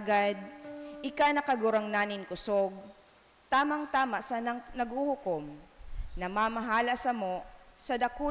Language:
Bikol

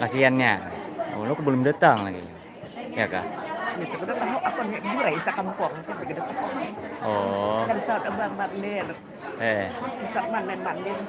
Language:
Banjar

